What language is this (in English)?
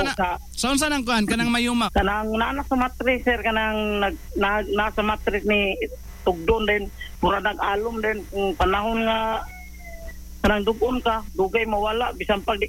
Cebuano